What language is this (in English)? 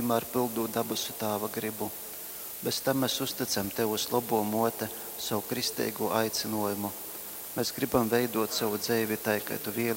Latgalian